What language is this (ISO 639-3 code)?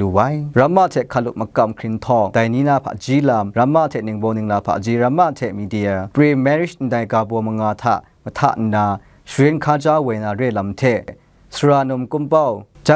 kac